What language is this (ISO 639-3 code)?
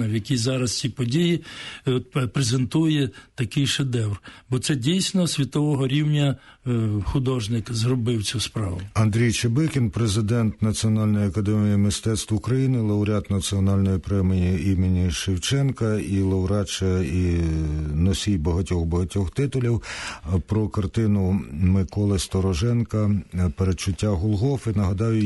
ukr